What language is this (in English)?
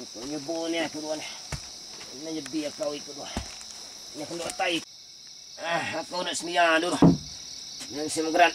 Minangkabau